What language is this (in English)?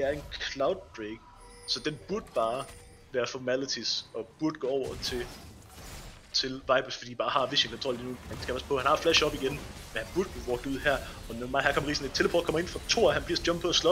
Danish